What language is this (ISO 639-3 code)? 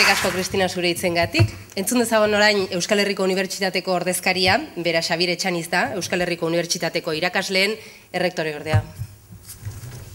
eus